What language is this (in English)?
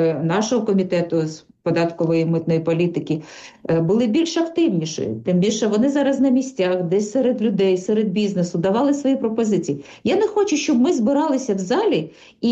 Ukrainian